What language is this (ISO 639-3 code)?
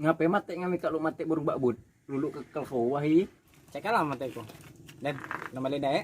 mui